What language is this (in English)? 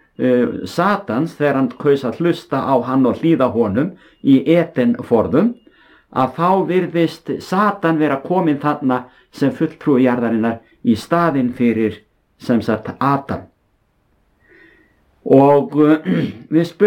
Icelandic